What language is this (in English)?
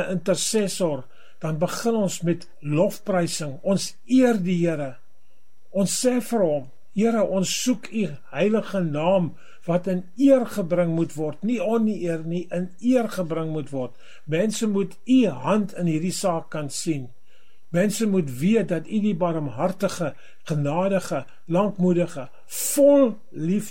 Afrikaans